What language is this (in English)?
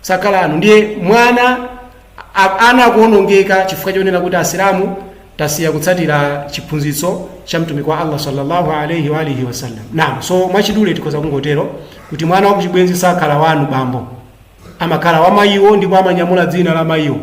Nyanja